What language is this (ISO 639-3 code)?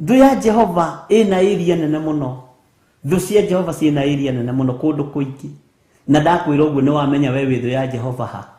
kik